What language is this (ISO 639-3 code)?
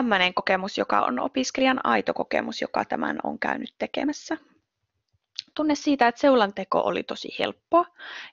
fin